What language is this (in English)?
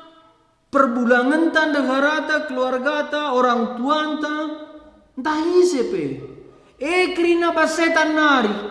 Batak Karo